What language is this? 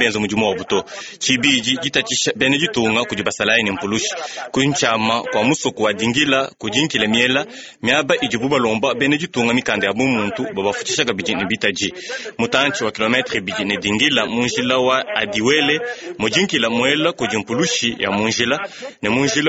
Luba-Lulua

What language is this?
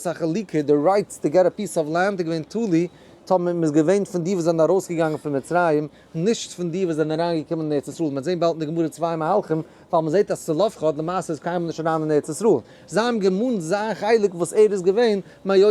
Yiddish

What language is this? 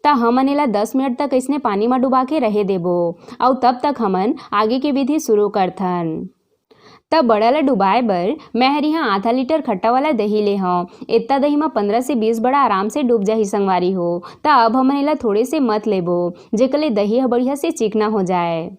Chhattisgarhi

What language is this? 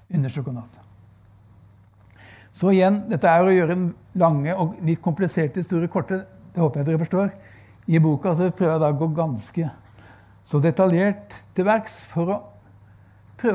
Norwegian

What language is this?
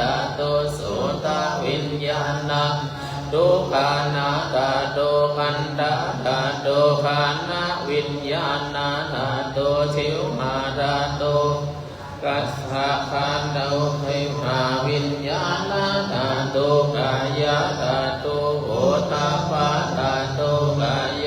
Pali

